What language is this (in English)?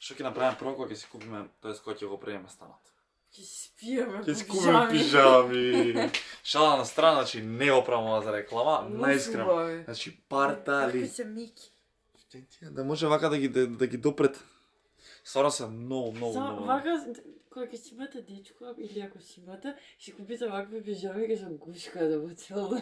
Macedonian